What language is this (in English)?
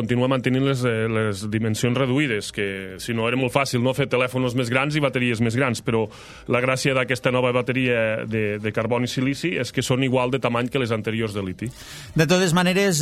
Catalan